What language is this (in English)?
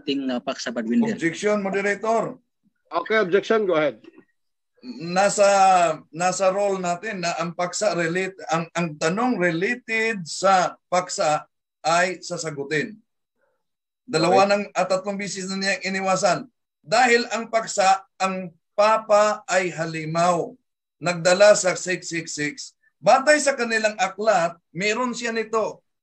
Filipino